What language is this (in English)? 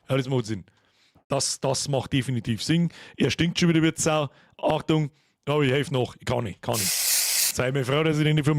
Bavarian